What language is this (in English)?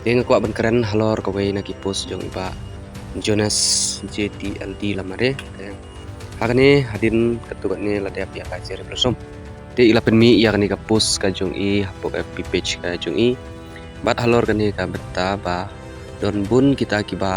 Khasi